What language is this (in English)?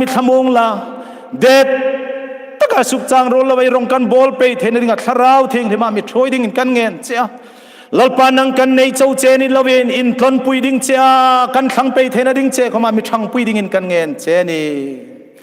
Hmar